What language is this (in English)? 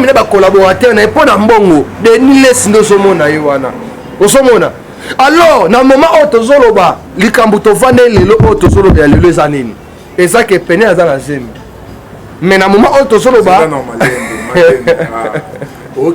Lingala